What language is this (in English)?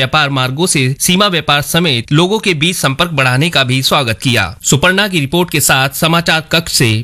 Hindi